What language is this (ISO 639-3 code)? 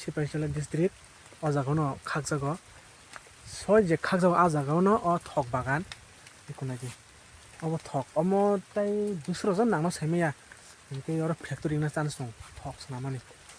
trp